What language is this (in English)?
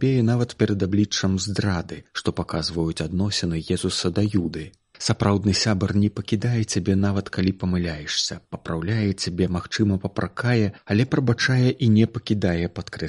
Belarusian